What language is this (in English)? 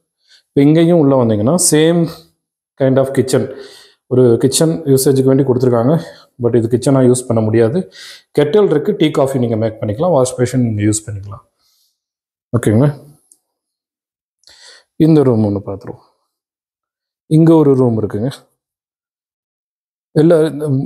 Tamil